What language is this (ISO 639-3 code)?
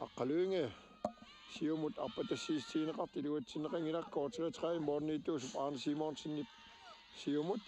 kal